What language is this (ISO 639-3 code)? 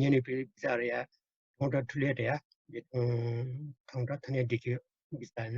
new